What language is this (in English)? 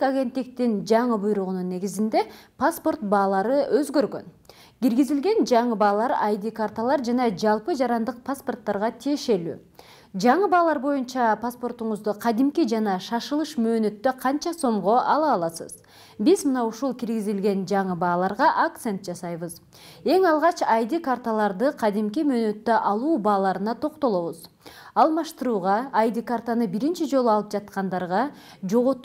Kyrgyz